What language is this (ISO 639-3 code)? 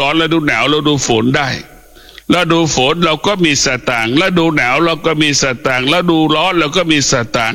tha